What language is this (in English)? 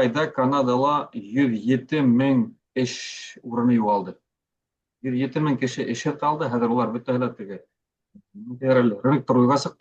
Bashkir